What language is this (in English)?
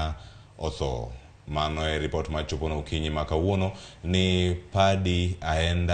Luo (Kenya and Tanzania)